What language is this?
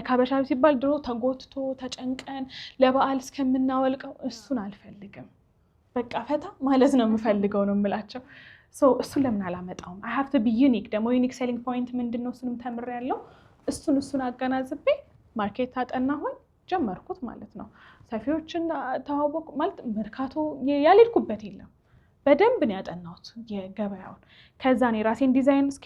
Amharic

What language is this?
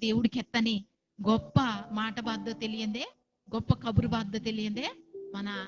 Koya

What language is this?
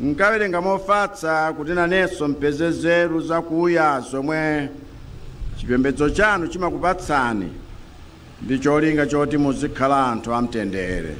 Nyanja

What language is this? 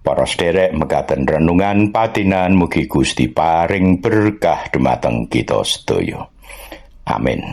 Javanese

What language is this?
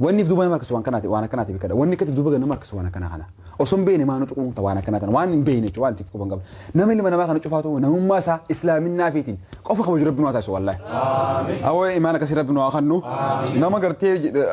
Oromo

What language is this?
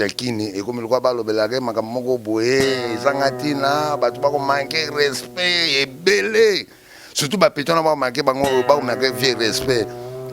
Lingala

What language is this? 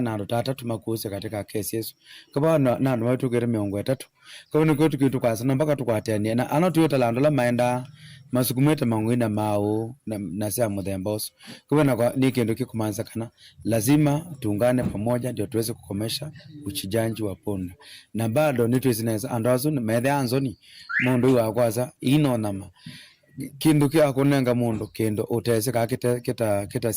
Kamba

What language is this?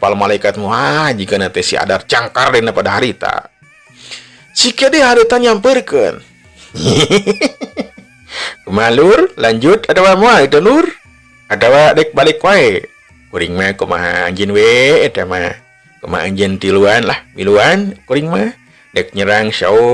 Sundanese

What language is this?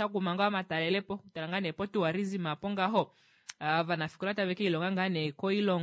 Kuanyama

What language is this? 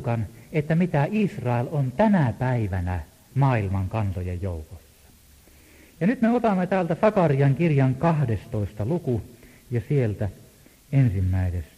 Finnish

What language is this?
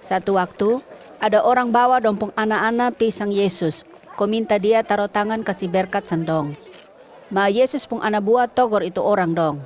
Kupang Malay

